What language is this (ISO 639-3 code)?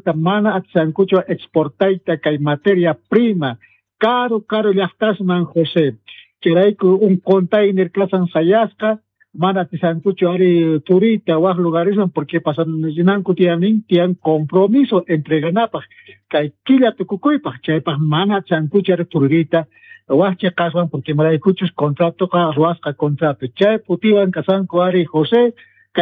que